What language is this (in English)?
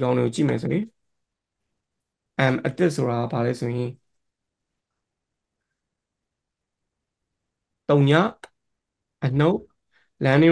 Burmese